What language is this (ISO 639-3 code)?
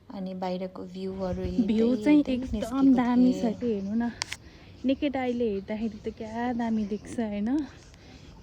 nep